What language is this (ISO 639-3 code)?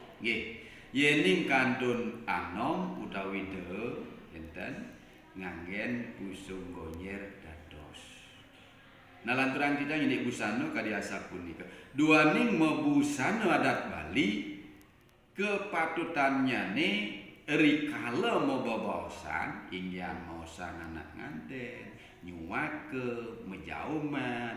ban